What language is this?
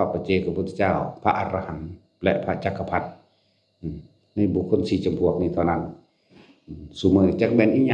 Northeastern Thai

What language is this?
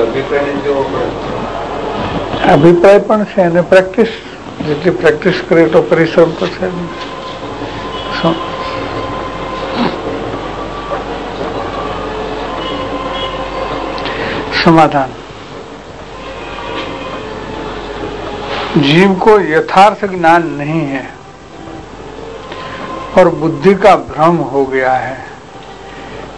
Gujarati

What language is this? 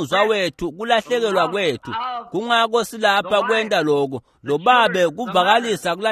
Swati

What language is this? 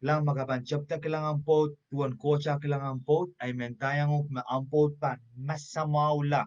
Pohnpeian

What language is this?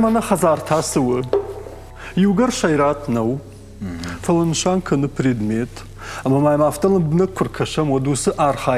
Ossetic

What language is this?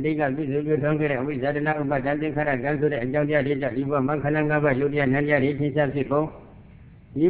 Burmese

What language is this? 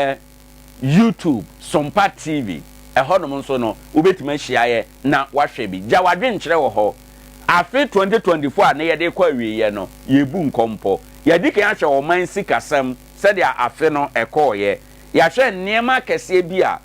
Akan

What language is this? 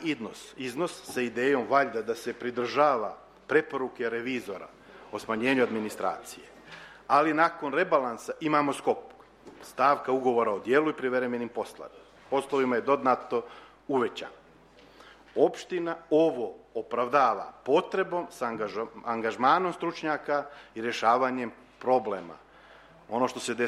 Serbian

